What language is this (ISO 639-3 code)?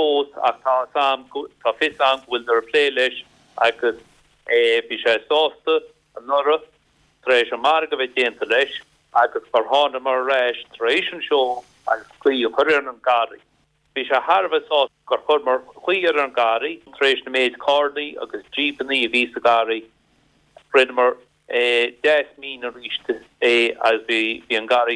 gle